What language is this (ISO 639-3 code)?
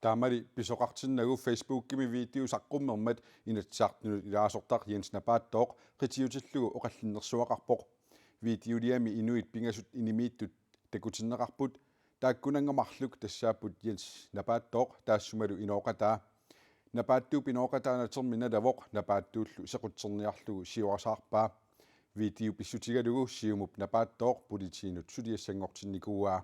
kal